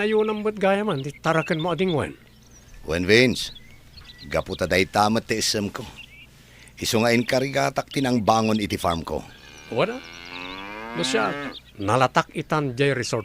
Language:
Iloko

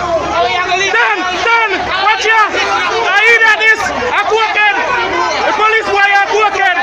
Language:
Jamaican Creole English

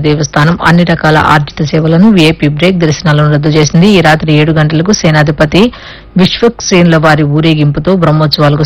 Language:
Telugu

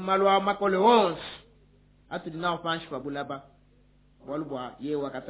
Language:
Luba-Lulua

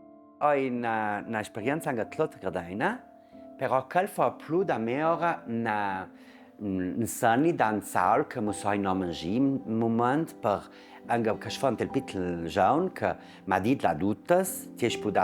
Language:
Ladin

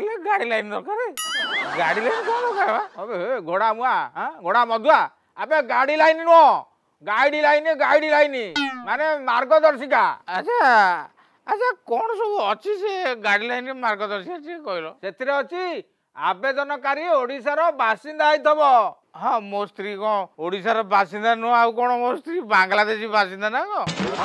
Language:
Odia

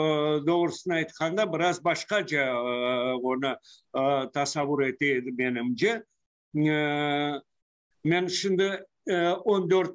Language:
Crimean Tatar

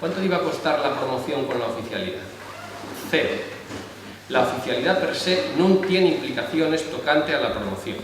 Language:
Asturian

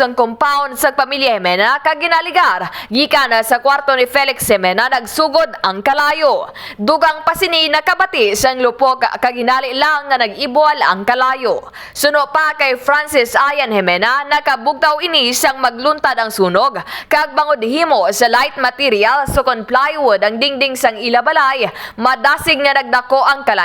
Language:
Hiligaynon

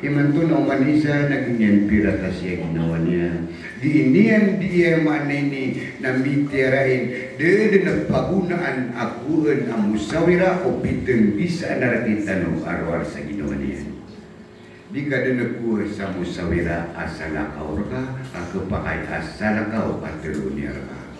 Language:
Maranao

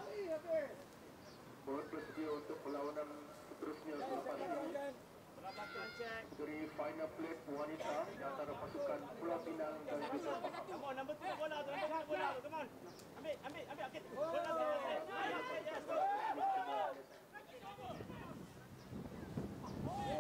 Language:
Malay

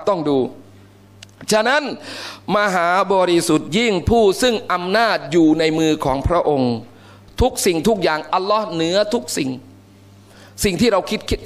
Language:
Thai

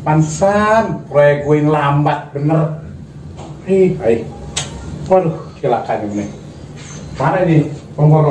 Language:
Betawi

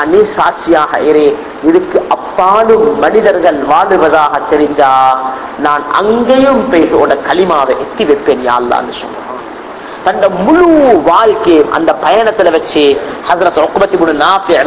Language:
Tamil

